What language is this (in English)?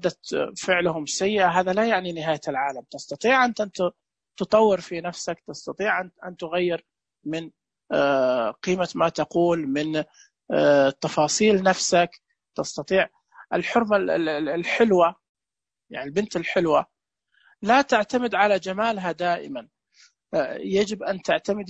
Najdi Arabic